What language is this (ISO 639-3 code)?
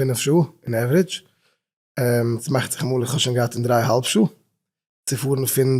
yid